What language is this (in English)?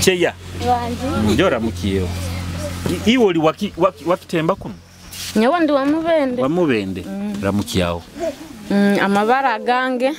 Nyoro